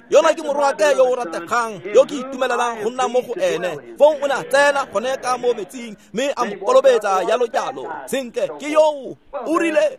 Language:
Tswana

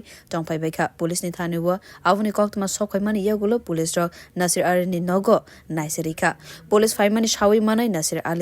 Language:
Kok Borok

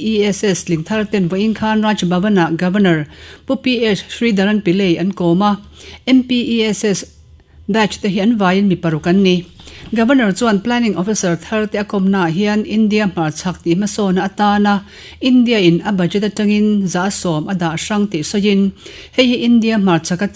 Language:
Mizo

